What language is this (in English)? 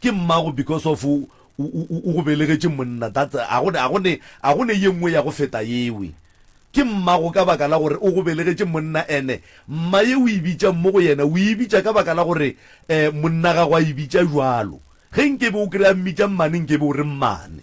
Northern Sotho